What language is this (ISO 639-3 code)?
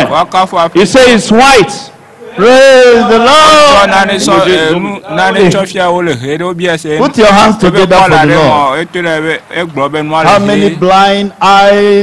ewe